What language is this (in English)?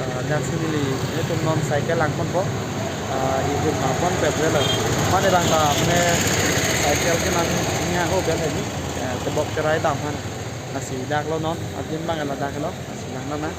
Karbi